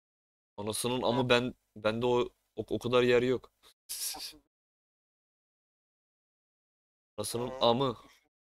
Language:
Turkish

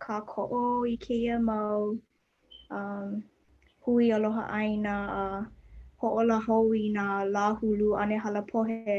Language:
Hawaiian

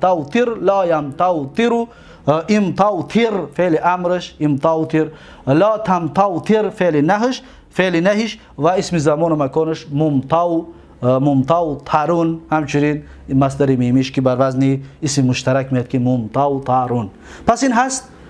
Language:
Tajik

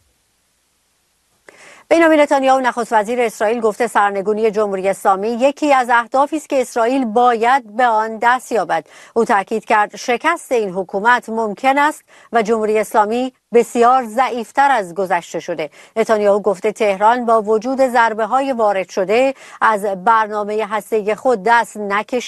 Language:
Persian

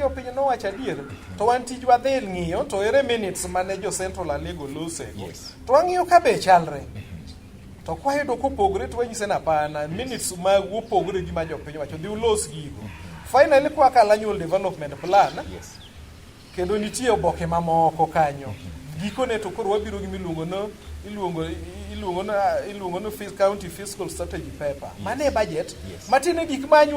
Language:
Luo (Kenya and Tanzania)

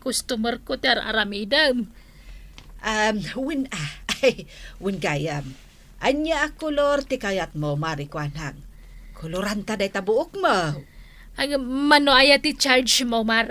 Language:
Iloko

